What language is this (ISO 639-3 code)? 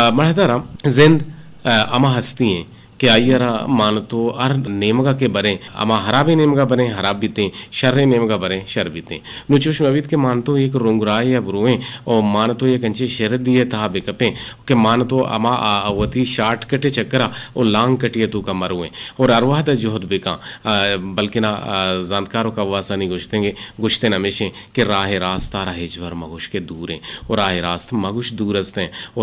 bgp